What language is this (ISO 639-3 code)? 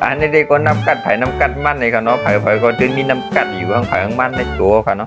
shn